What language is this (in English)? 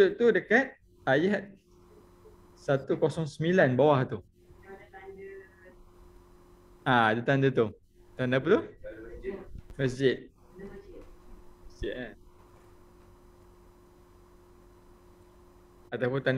Malay